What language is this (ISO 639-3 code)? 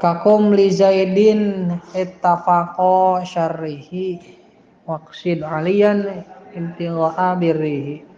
sun